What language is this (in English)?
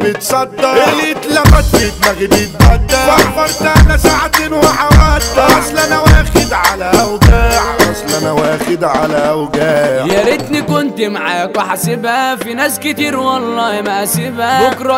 Egyptian Arabic